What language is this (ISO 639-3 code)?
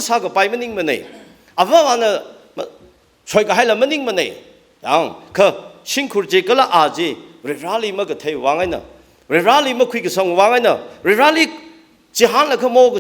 nmf